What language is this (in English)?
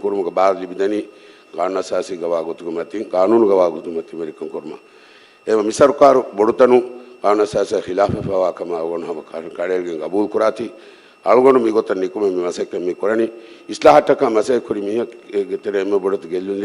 Divehi